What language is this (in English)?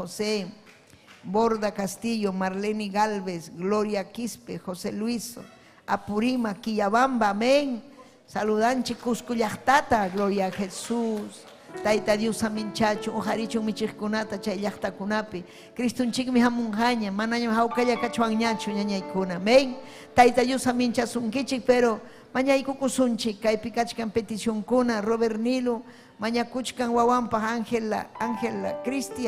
Ayacucho Quechua